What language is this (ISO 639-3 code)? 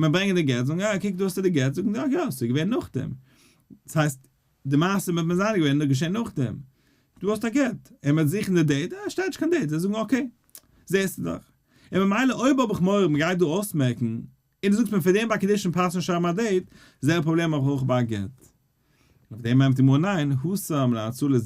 yid